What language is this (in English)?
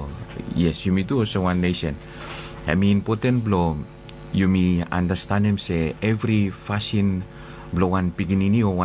Bislama